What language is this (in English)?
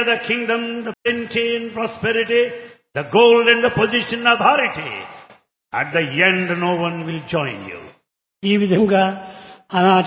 Telugu